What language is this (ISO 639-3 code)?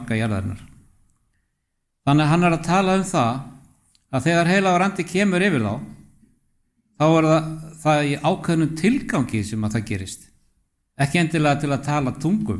isl